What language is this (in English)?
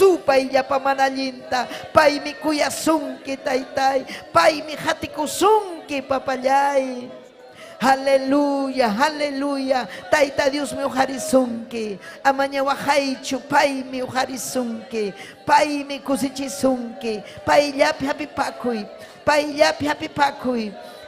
Ayacucho Quechua